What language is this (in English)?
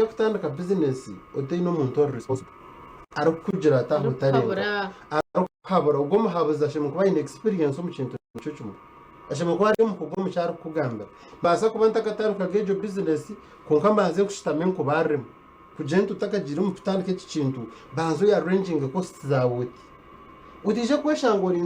Nyankole